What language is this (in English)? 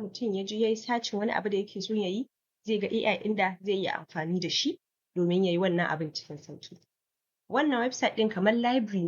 Hausa